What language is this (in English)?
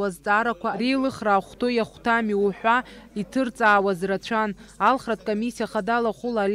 Abkhazian